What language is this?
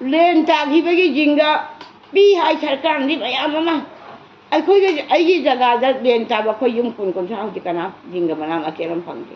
Manipuri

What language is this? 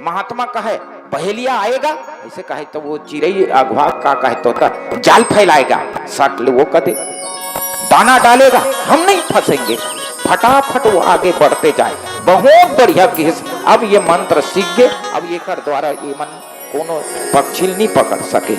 Chhattisgarhi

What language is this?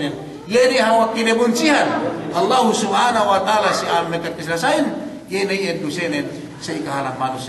Yakan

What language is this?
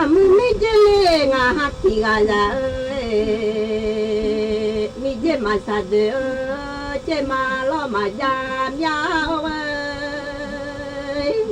Akha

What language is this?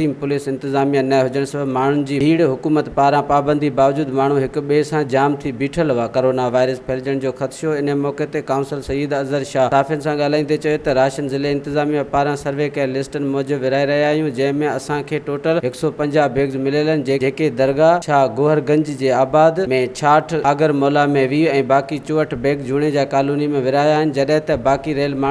Sindhi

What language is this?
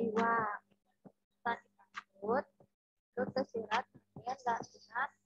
Balinese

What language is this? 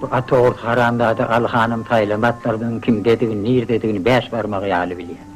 Turkmen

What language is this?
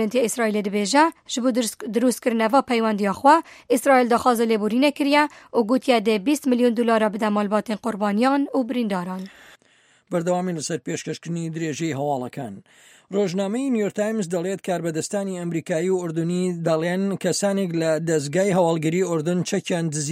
Central Kurdish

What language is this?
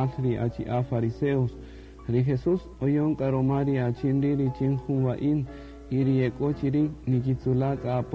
Kaqchikel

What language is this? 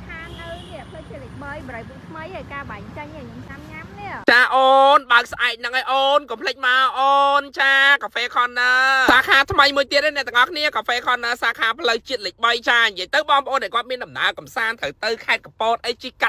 Khmer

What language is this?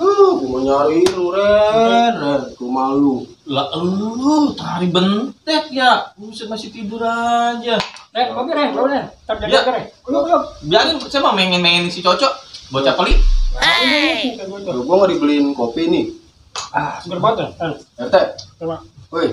Betawi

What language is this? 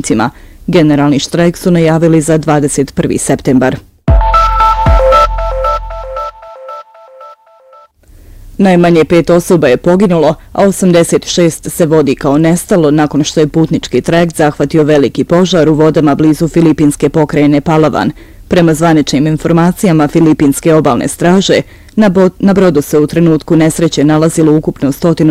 Bosnian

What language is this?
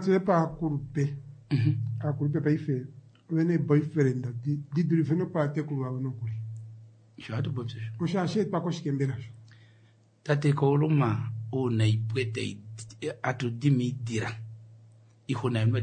Kuanyama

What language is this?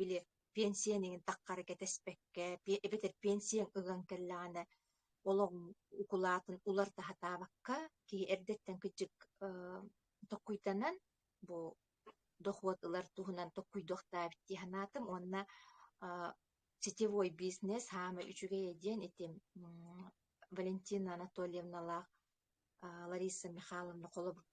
Yakut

